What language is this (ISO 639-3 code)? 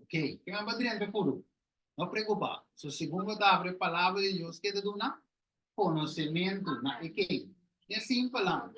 pap